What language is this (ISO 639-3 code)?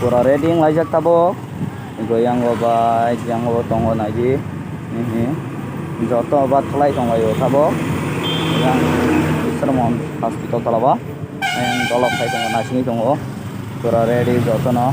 trp